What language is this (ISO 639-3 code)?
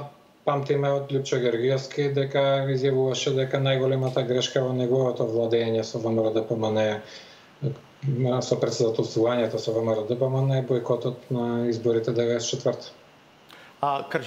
mkd